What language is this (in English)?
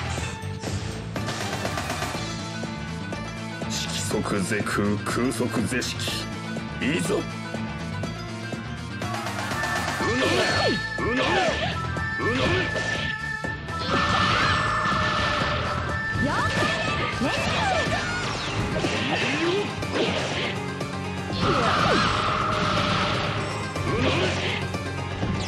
Japanese